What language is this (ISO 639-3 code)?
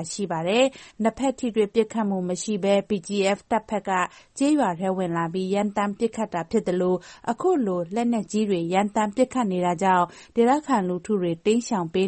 mya